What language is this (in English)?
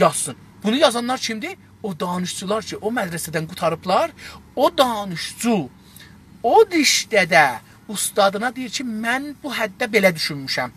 South Azerbaijani